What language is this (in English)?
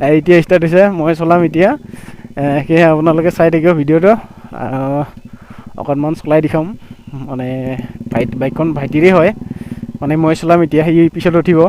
Assamese